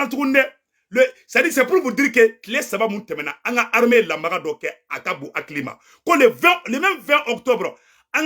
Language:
Bambara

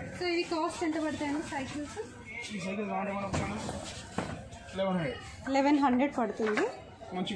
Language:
Telugu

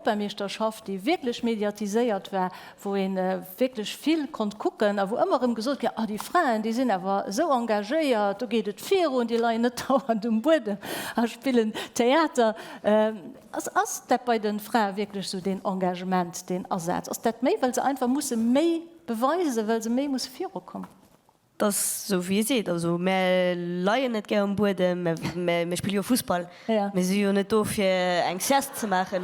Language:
Luxembourgish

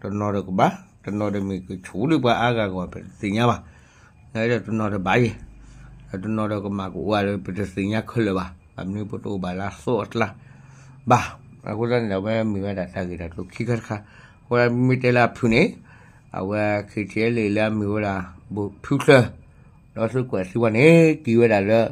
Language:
S'gaw Karen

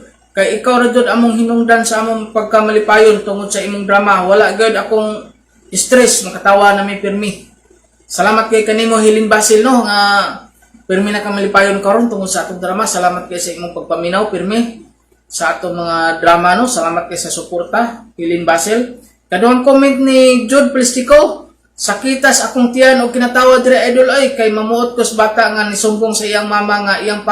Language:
Cebuano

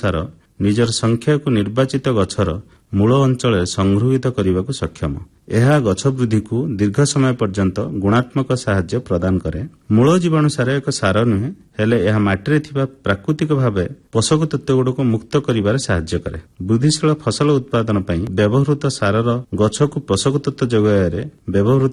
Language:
Odia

